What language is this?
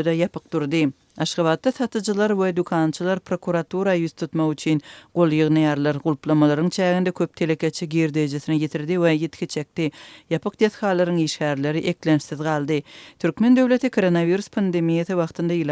Turkmen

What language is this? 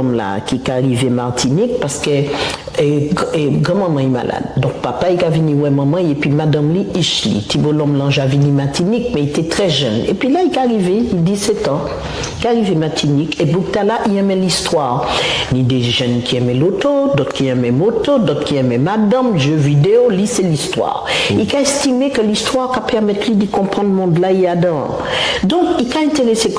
Guadeloupean Creole French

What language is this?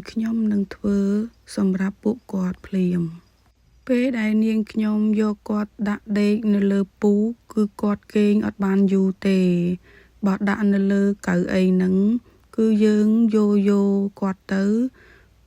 Khmer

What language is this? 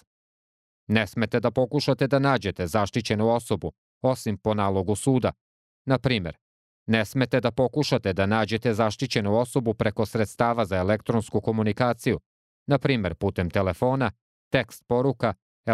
Serbian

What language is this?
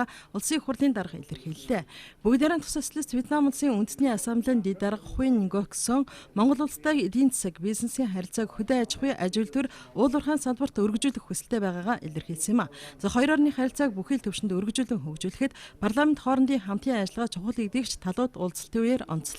Mongolian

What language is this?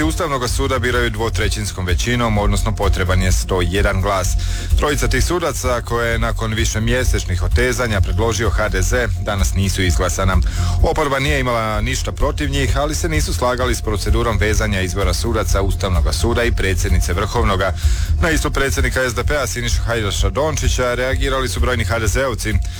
Croatian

